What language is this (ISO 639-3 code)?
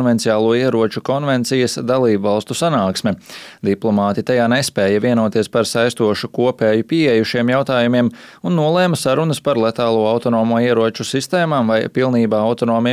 lav